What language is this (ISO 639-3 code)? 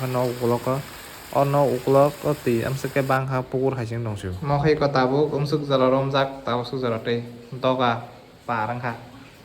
trp